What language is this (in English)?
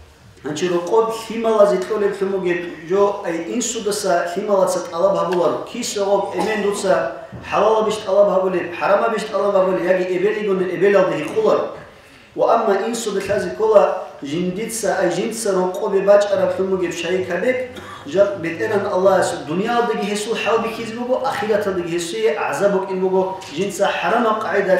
Avaric